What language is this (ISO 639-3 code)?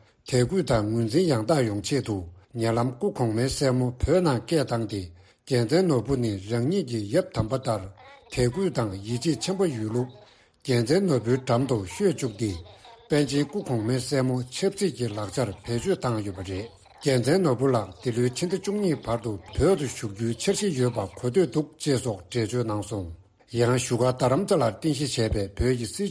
bod